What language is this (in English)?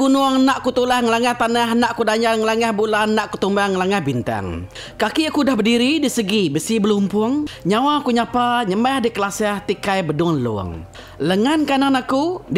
Iban